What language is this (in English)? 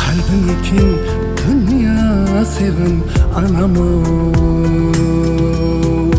Kara-Kalpak